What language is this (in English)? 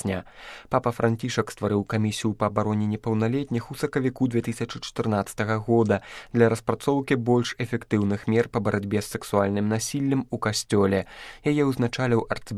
Belarusian